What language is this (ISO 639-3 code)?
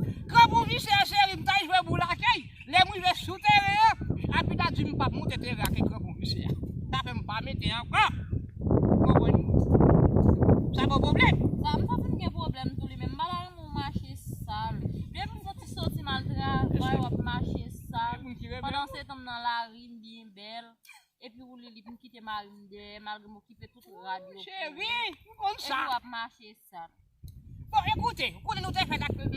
hat